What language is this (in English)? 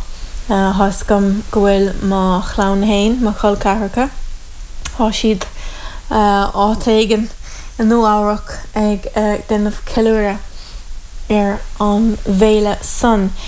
Irish